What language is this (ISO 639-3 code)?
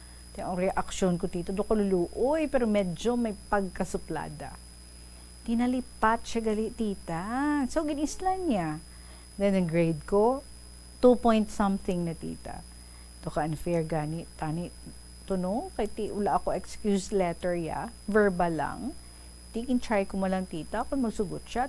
hil